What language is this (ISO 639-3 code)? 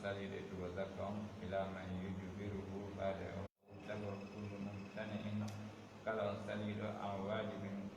fuf